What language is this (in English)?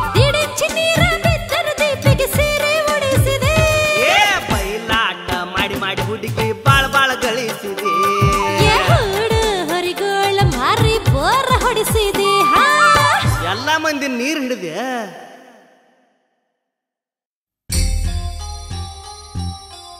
Kannada